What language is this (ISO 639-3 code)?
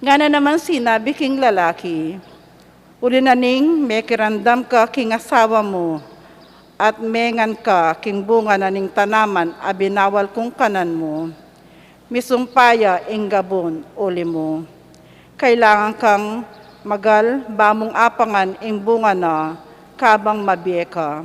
pam